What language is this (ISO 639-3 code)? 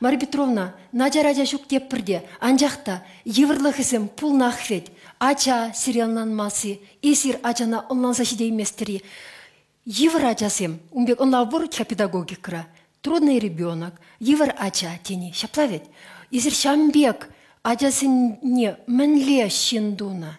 chv